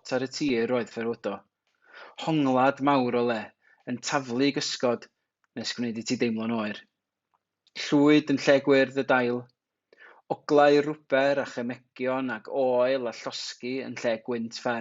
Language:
Welsh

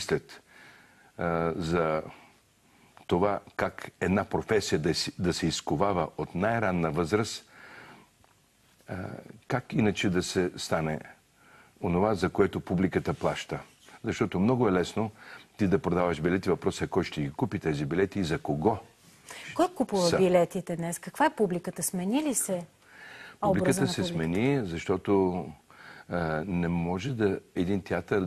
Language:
Bulgarian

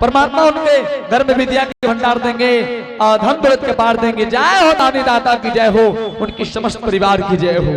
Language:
Angika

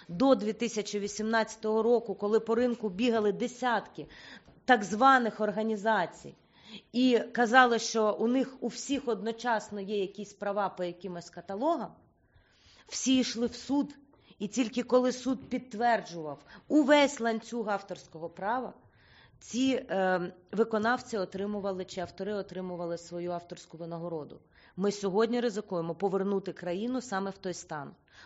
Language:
Ukrainian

